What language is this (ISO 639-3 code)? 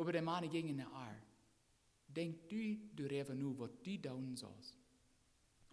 pdt